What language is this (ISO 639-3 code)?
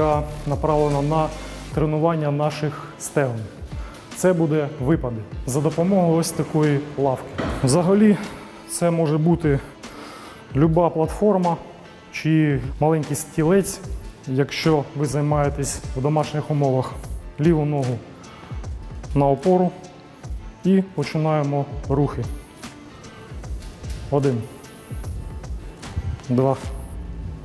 ukr